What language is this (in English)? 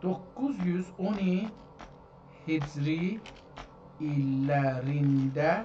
South Azerbaijani